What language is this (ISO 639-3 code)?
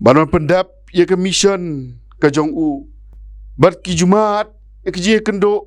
kha